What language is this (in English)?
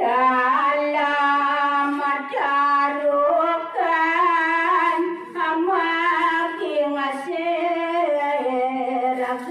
Balinese